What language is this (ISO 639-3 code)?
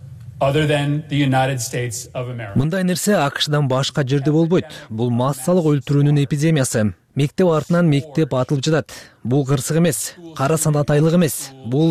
kir